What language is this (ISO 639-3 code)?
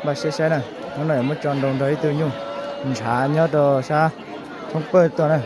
hmn